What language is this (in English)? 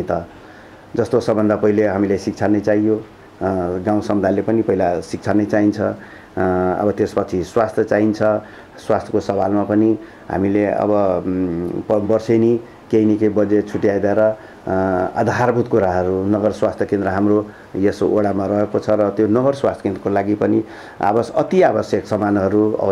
Nepali